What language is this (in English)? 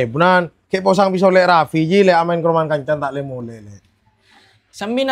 Madurese